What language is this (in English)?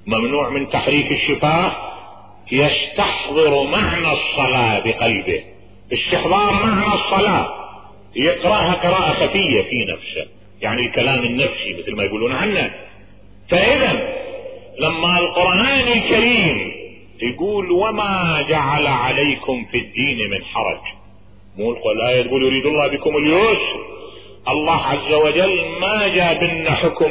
Mesopotamian Arabic